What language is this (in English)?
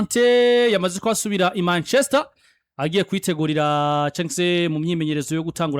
Rundi